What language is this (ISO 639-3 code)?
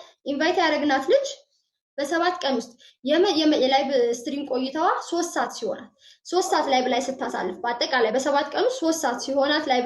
amh